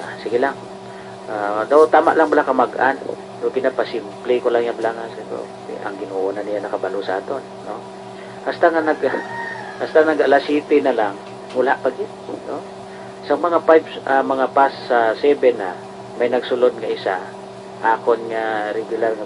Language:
Hiligaynon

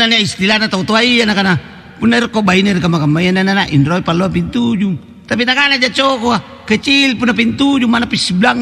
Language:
Makasar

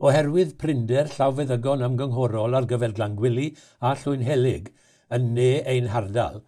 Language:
Welsh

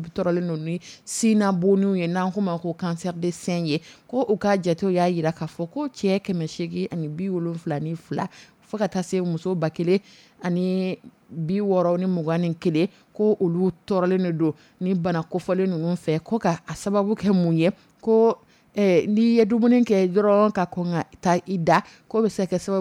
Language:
Dyula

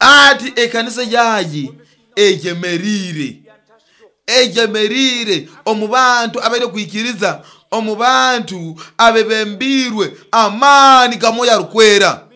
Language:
Nyoro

